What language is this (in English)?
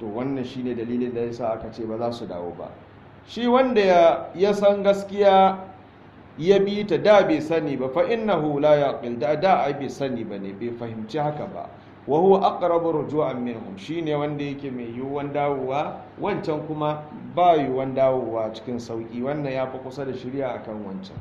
Hausa